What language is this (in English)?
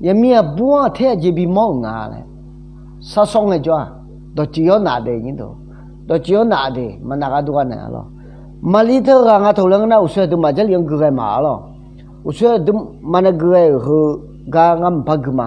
Akha